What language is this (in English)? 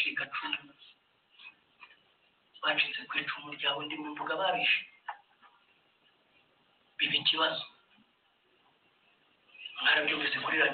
Kinyarwanda